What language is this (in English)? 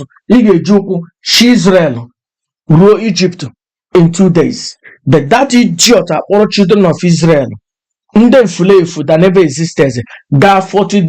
Igbo